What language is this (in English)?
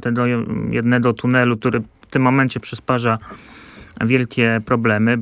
Polish